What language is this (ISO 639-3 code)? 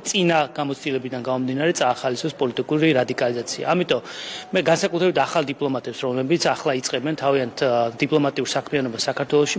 kat